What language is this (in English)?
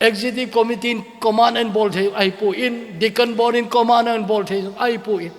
Thado Chin